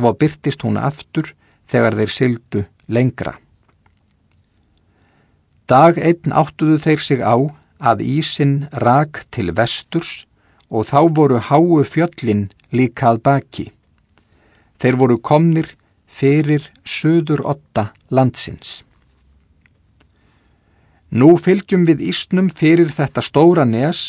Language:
Icelandic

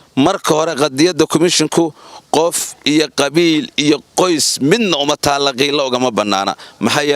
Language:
Somali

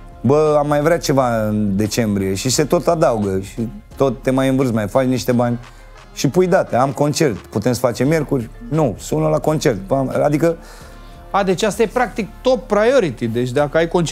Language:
Romanian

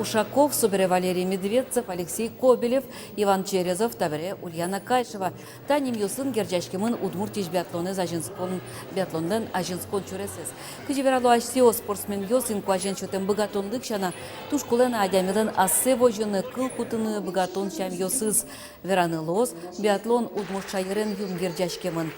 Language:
Udmurt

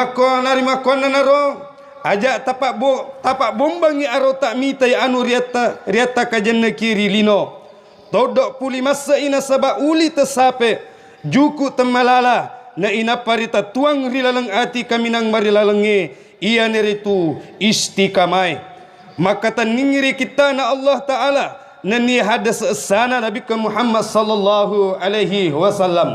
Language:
Buginese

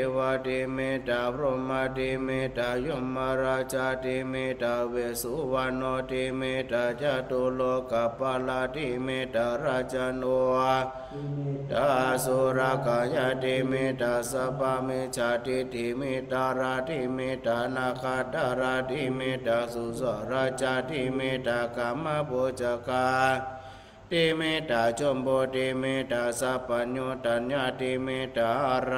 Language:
Pali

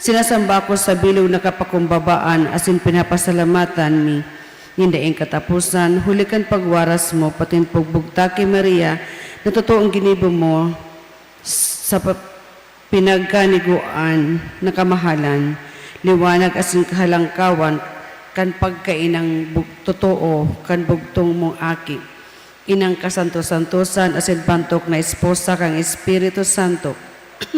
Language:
Bikol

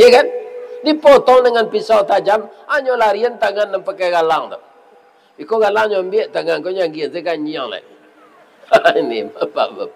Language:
Minangkabau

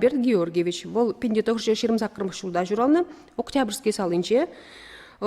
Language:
Chuvash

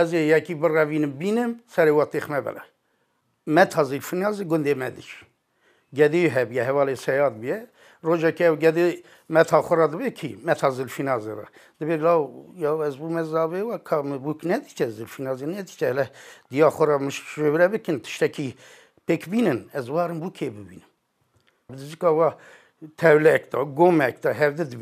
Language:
Kurdish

